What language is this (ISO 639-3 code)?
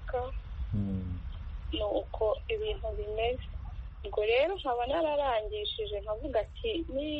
kin